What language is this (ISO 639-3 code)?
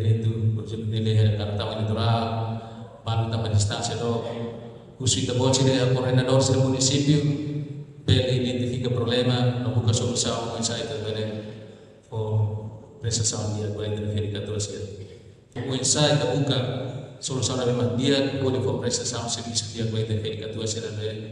tet